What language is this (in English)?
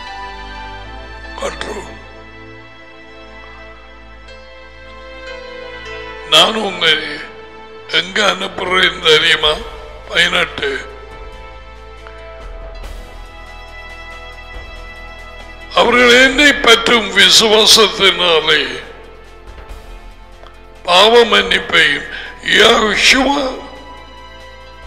Tamil